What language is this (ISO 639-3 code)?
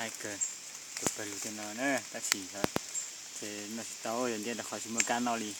hmn